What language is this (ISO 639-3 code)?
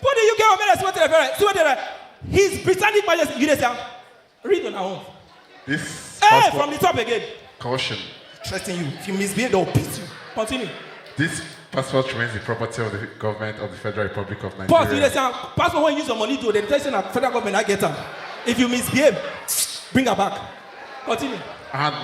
pcm